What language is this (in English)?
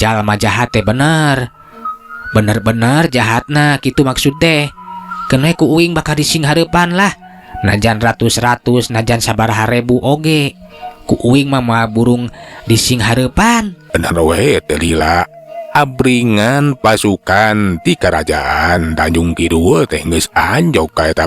Sundanese